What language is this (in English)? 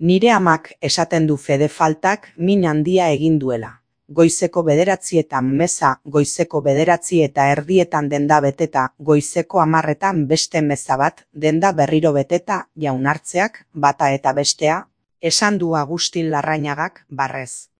Basque